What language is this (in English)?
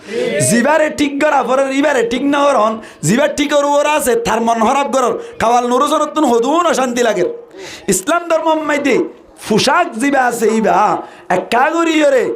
Rohingya